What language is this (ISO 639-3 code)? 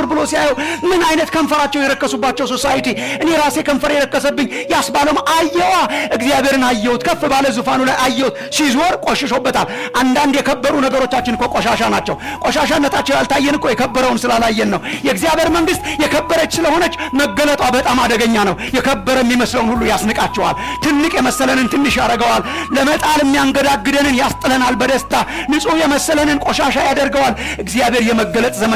amh